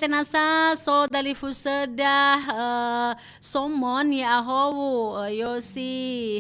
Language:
Nias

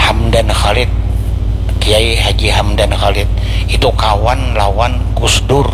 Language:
Banjar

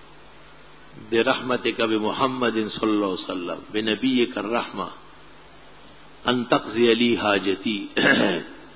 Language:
Urdu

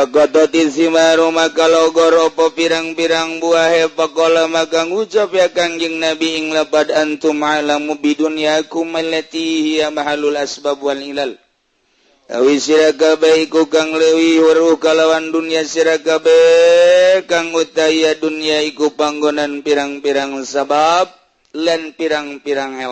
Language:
Sundanese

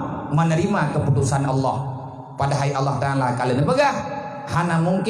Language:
Achinese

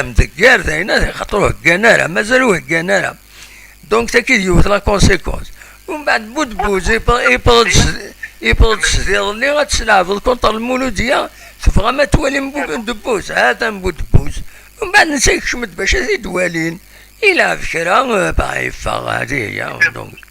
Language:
Kabyle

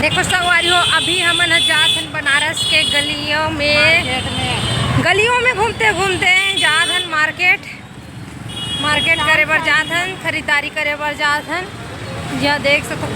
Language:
Chhattisgarhi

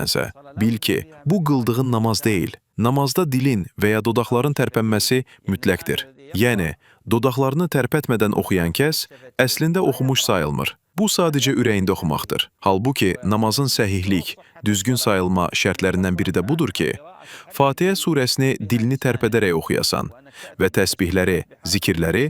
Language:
Azerbaijani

